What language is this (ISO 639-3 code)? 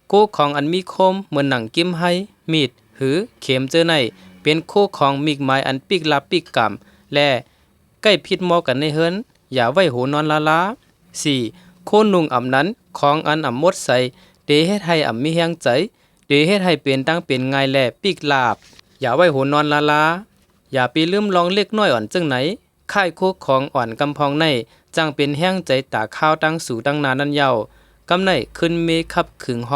shn